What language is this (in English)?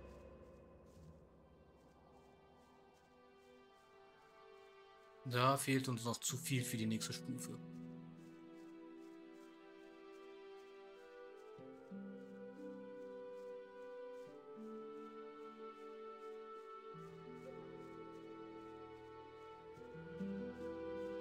German